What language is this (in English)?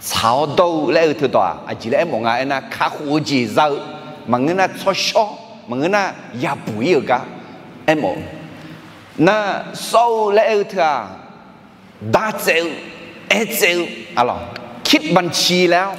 Akha